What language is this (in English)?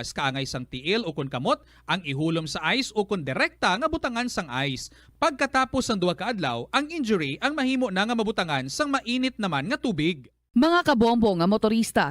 Hiligaynon